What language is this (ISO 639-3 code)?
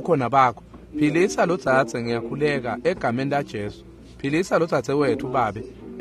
ssw